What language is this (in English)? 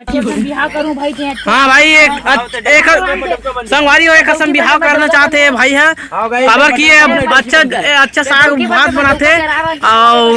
Chhattisgarhi